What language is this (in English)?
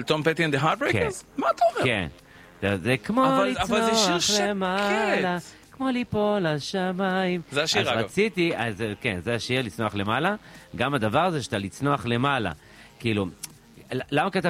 Hebrew